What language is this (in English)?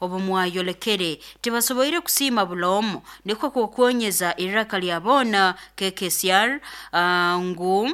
Nyoro